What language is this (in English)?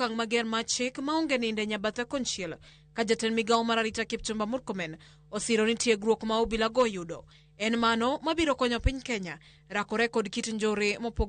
Luo (Kenya and Tanzania)